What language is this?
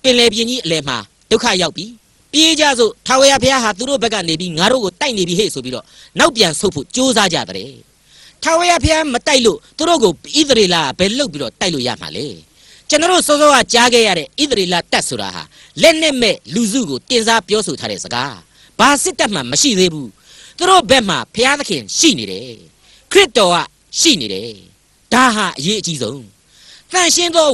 Burmese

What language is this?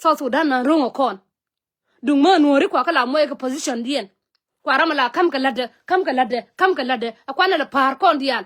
Nuer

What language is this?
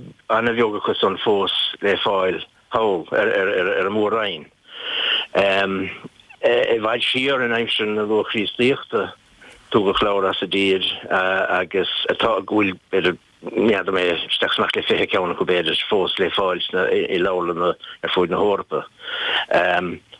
Irish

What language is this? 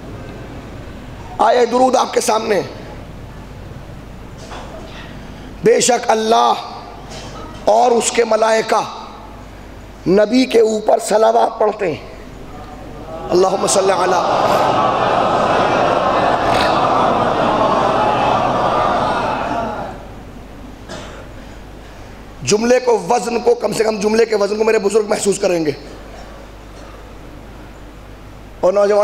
Urdu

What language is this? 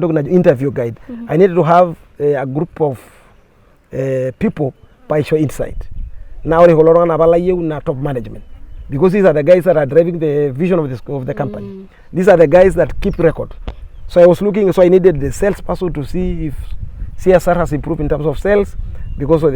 Masai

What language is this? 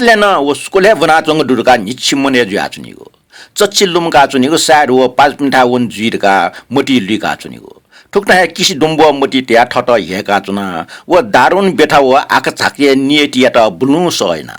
Newari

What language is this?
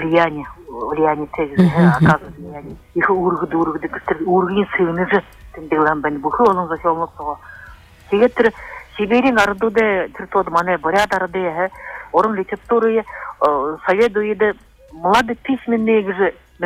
Buriat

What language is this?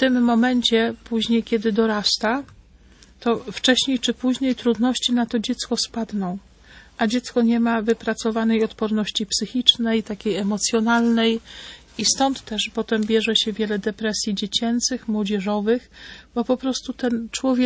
Polish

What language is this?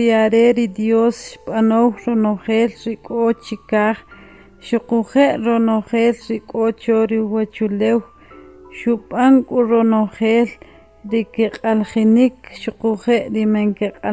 Kʼicheʼ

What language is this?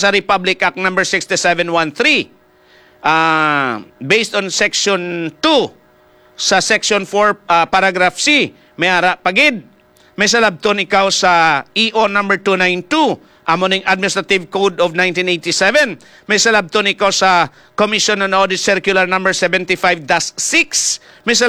Hiligaynon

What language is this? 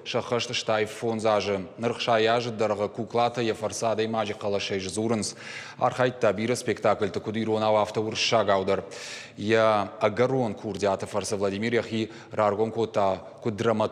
Ossetic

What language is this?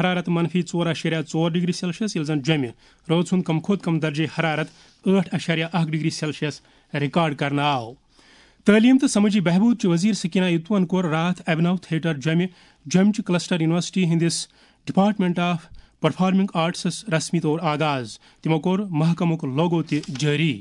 Kashmiri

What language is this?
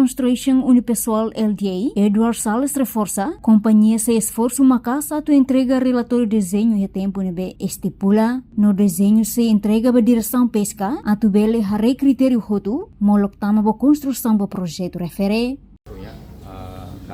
Tetum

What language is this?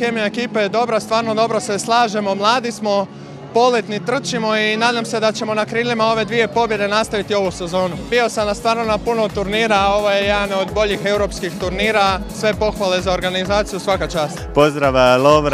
Croatian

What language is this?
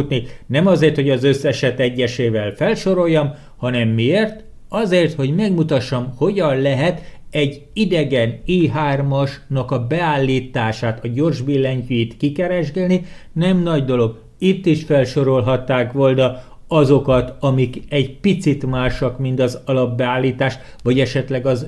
Hungarian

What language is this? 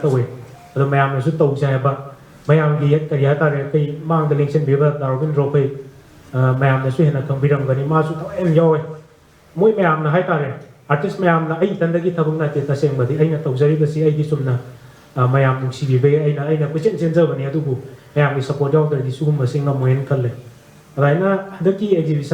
Manipuri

